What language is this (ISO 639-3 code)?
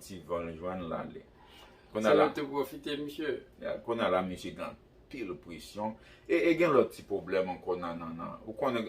hat